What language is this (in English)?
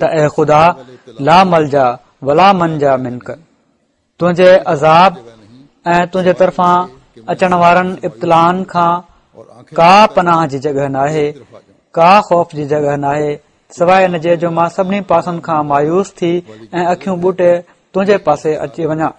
Sindhi